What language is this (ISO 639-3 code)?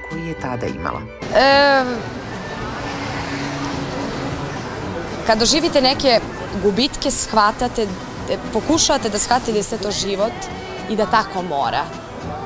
srp